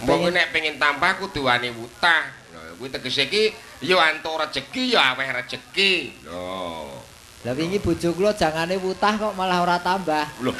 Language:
Javanese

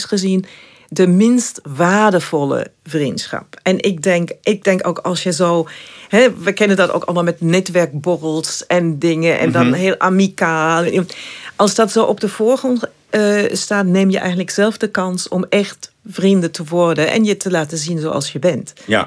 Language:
Dutch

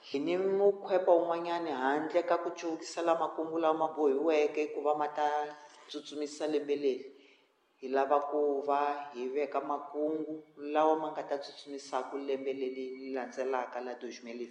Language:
Tsonga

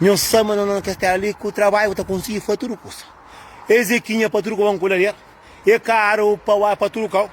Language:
Kabuverdianu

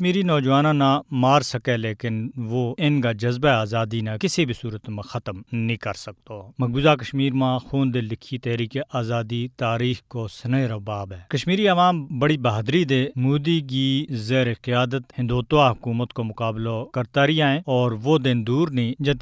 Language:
Gujari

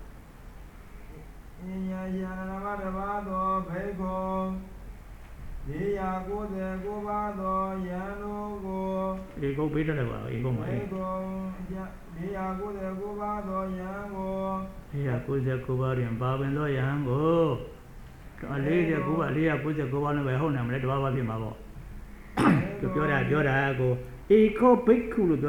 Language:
Burmese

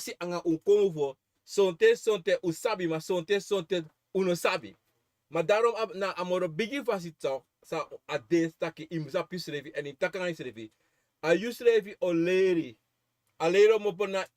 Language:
Sranan Tongo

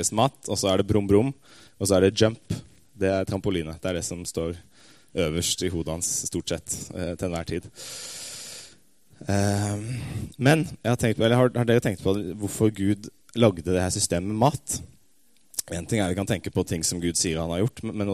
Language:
Norwegian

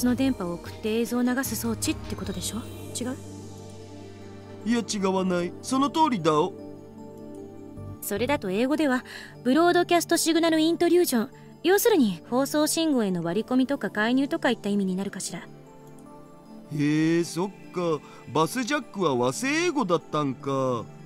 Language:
Japanese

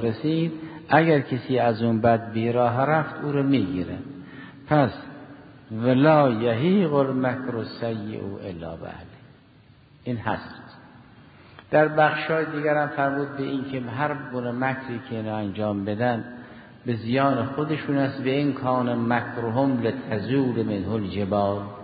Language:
Persian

